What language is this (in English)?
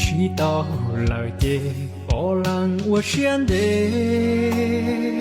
Hmong